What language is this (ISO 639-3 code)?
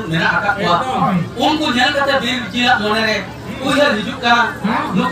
sat